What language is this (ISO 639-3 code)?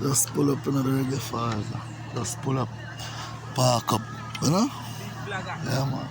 jam